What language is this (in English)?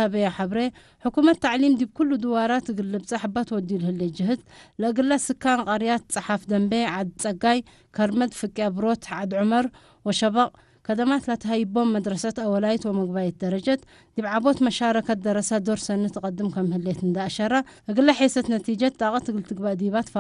Tigre